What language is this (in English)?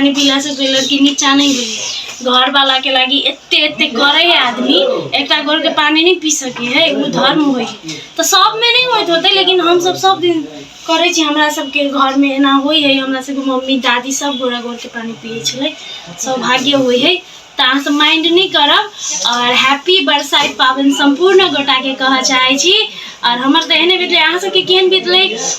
Maithili